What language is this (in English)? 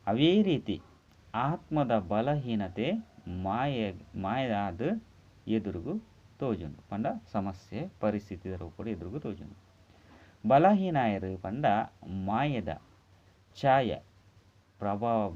Tulu